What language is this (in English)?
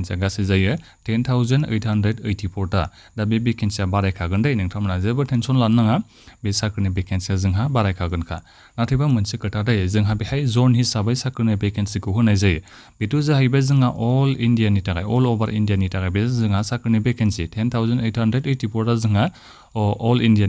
Bodo